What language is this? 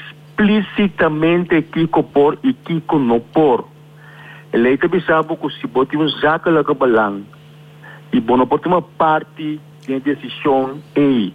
Papiamento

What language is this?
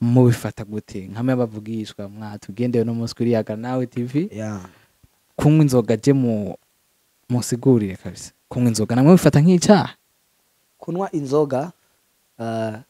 Rundi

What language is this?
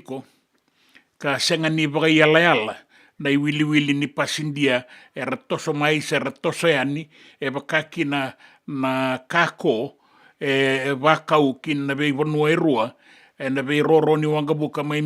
Fijian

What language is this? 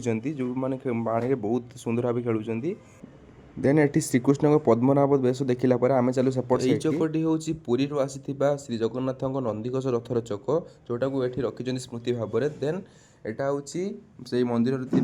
Odia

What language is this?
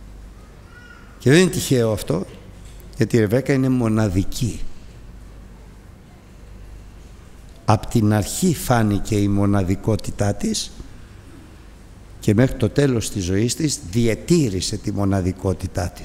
Greek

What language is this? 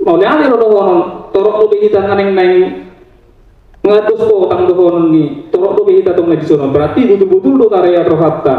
Batak Toba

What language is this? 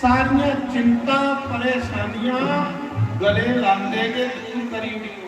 Dogri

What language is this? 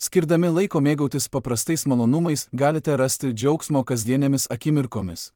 Lithuanian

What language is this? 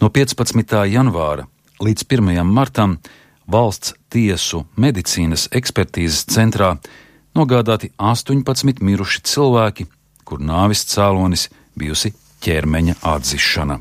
Latvian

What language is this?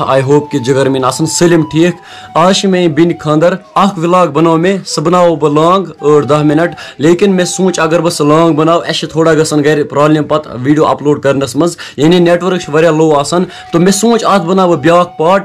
Kashmiri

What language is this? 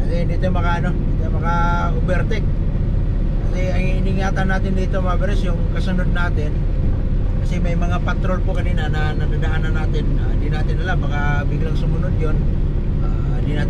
Filipino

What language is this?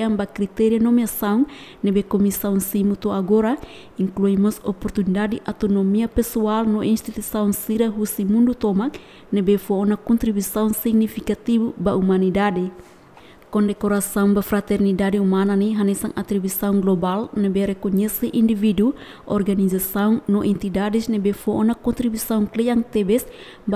Tetum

